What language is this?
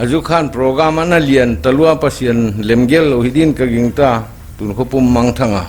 Paite Chin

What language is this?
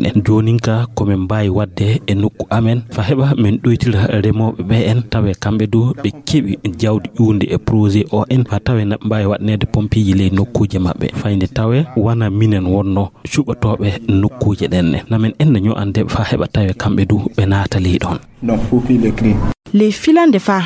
Fula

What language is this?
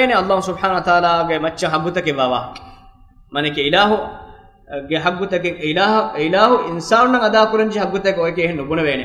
Divehi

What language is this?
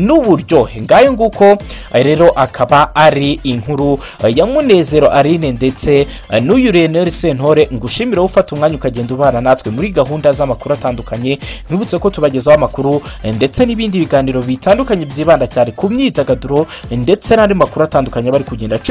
Kinyarwanda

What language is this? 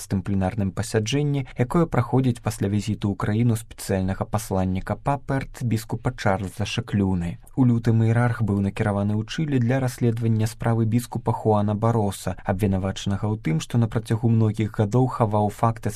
Belarusian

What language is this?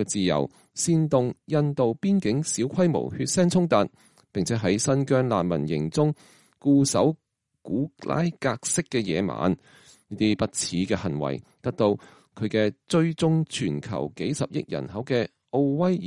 Cantonese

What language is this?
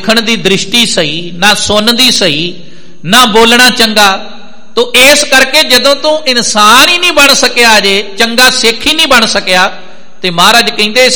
Punjabi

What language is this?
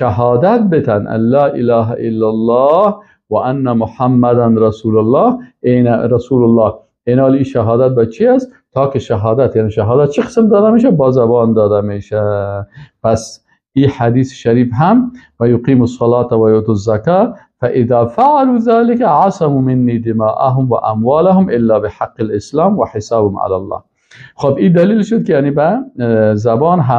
Persian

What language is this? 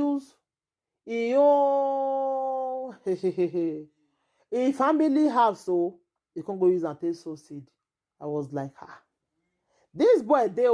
Nigerian Pidgin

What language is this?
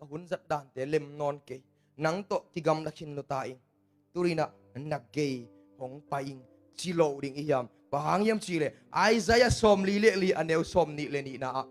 Tedim Chin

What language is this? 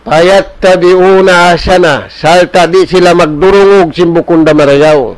Tausug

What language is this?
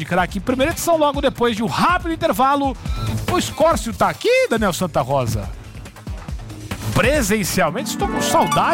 Portuguese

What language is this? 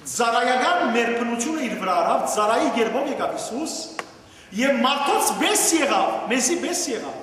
Western Armenian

